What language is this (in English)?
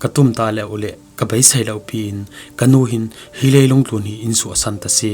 Falam Chin